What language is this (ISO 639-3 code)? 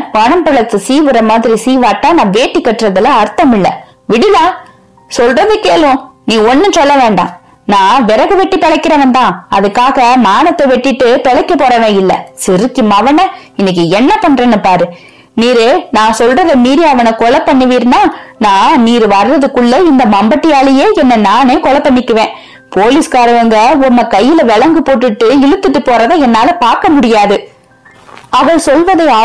tam